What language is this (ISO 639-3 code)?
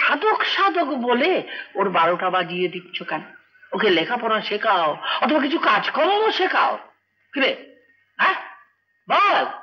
ben